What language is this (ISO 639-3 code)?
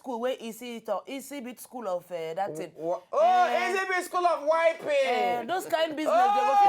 pcm